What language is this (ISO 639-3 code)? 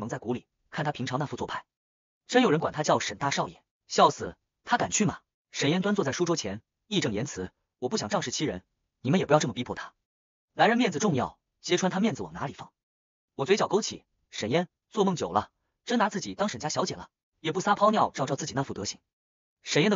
zho